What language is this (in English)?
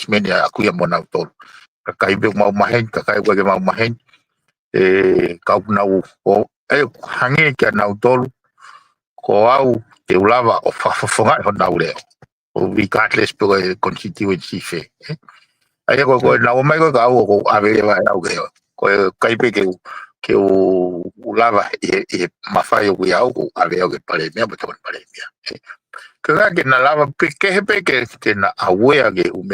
Tongan